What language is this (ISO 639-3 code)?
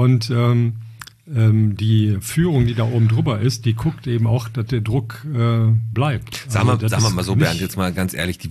deu